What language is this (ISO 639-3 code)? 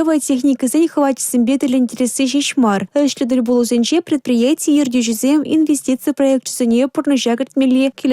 chv